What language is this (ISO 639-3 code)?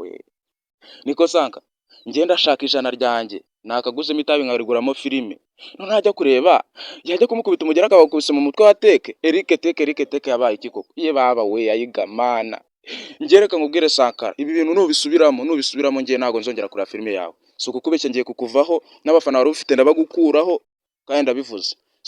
kin